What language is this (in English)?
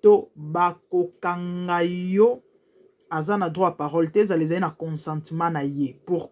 Lingala